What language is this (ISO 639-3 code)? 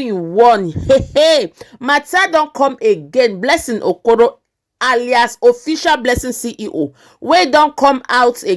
pcm